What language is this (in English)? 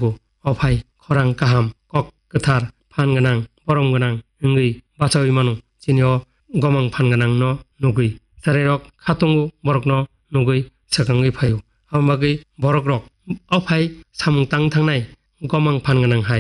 Kok Borok